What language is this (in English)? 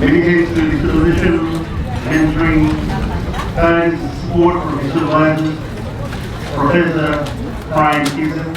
Tongan